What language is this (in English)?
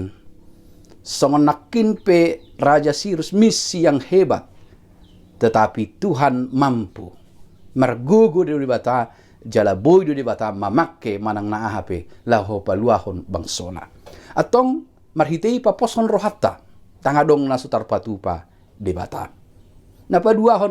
Batak Toba